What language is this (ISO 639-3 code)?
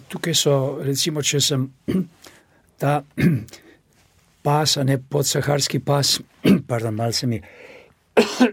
slv